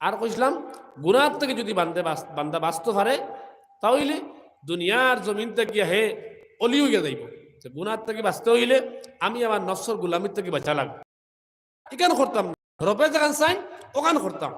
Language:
Sylheti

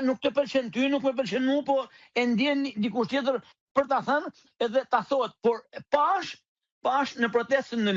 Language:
Albanian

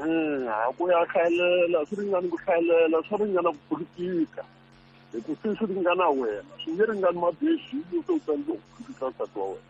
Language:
Tsonga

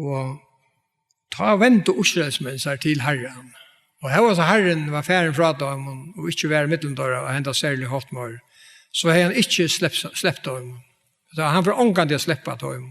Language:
Faroese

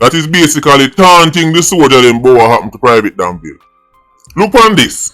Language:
Jamaican Creole English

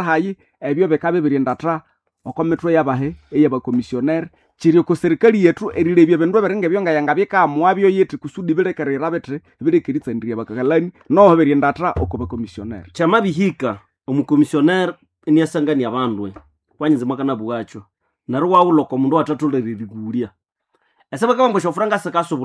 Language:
Nande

